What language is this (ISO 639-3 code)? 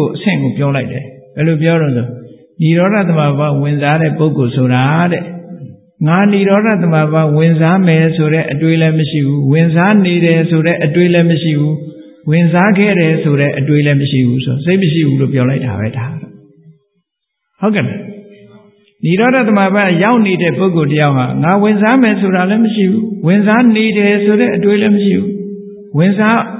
mya